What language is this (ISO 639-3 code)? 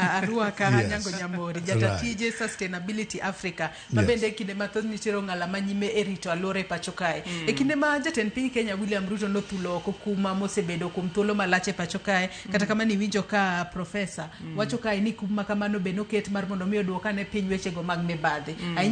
luo